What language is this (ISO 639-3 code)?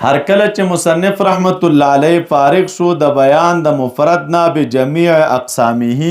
pus